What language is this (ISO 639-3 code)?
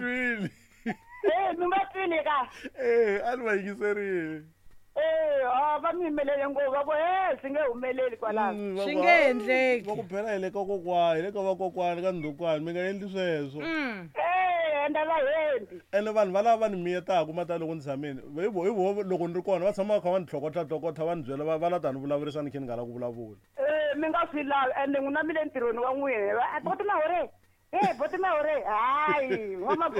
tso